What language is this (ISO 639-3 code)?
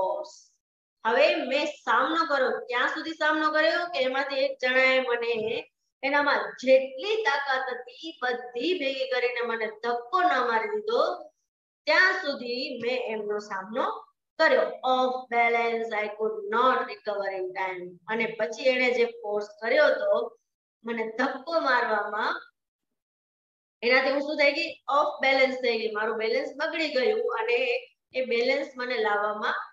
guj